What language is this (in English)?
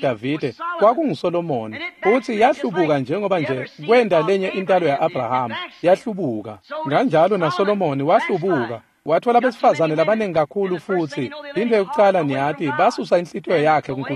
Swati